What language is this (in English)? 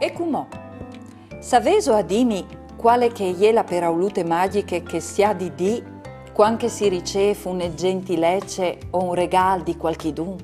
Friulian